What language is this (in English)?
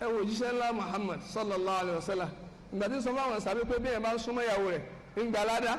Yoruba